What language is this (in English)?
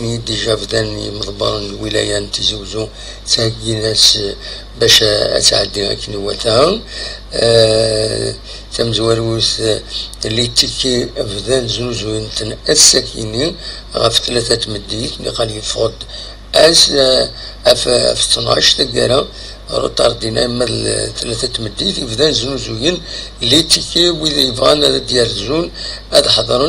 Kabyle